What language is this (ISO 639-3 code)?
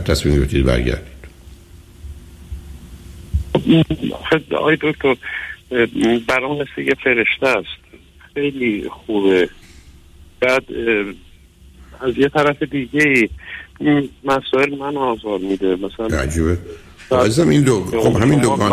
fas